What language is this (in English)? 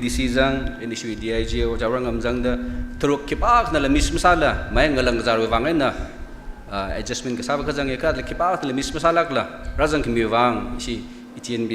Tangkhul Naga (India)